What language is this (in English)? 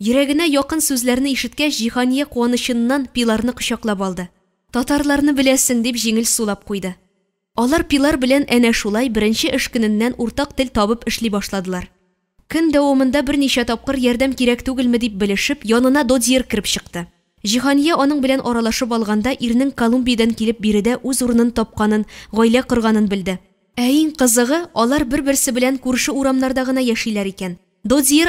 Tatar